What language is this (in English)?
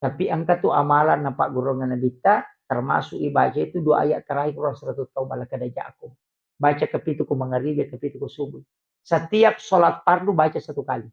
Buginese